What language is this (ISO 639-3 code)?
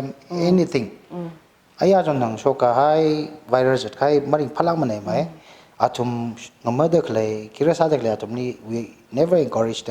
nmf